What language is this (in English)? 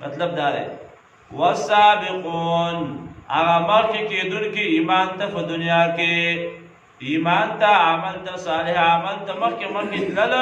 Pashto